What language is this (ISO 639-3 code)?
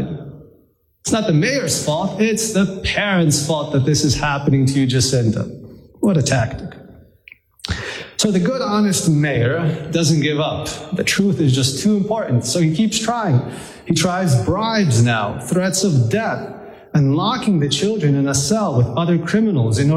eng